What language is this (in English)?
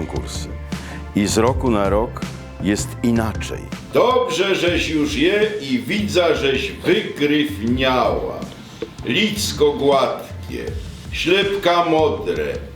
Silesian